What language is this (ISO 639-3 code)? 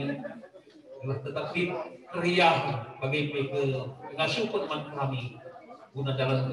btx